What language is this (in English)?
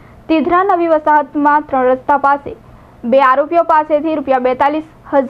Gujarati